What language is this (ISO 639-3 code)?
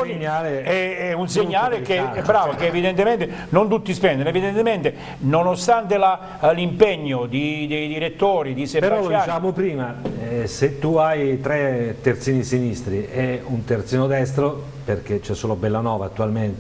ita